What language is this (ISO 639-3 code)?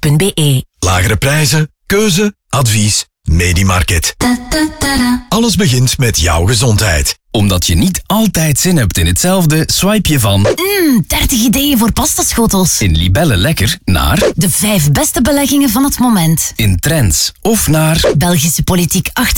nld